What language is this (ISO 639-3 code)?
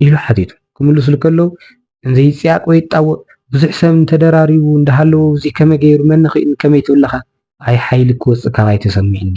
tir